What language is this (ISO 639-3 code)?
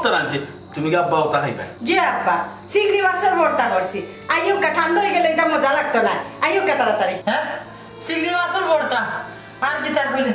syl